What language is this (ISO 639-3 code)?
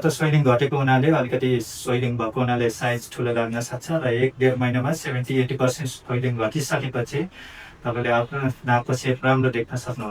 nep